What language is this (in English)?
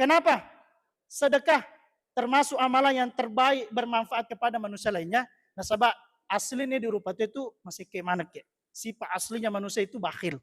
Buginese